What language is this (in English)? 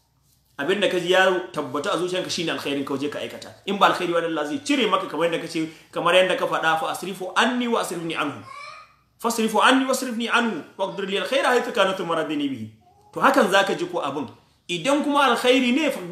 Hausa